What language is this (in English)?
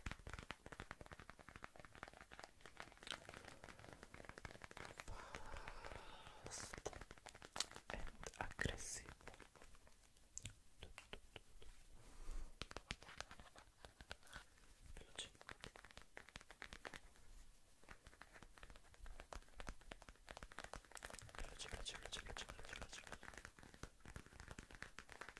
Italian